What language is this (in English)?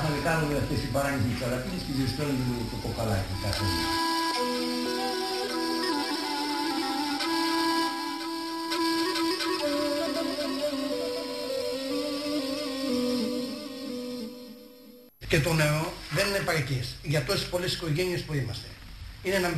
Greek